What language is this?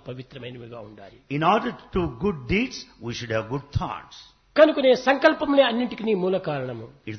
Telugu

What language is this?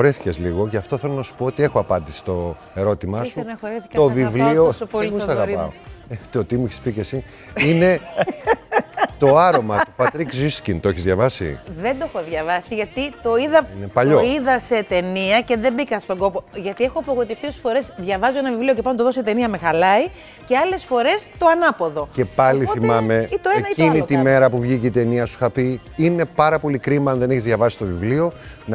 Greek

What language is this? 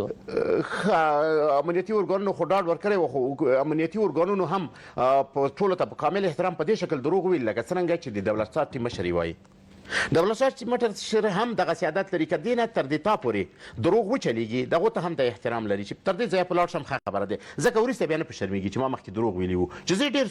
Pashto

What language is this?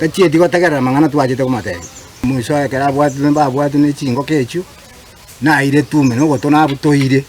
Gusii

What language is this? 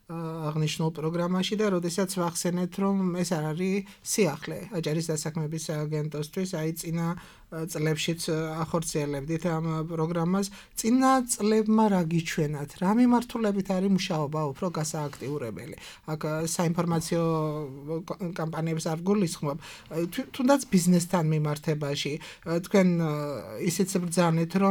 Georgian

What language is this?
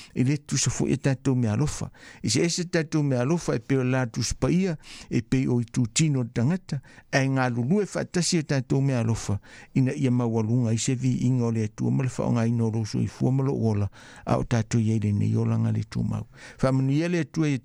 Samoan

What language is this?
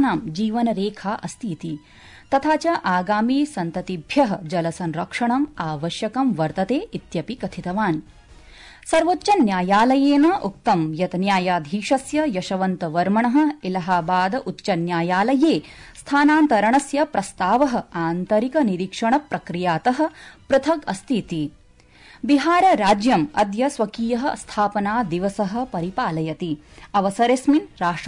Sanskrit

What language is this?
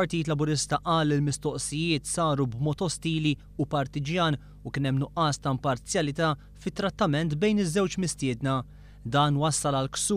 Maltese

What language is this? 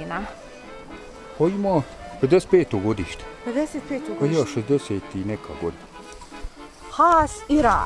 Bosnian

